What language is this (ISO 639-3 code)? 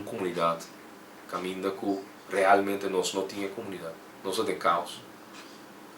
pap